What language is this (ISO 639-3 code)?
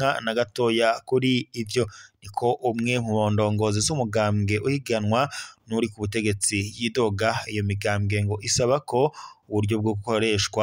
run